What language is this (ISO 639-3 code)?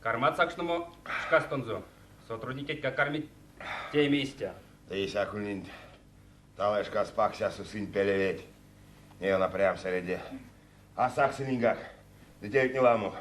myv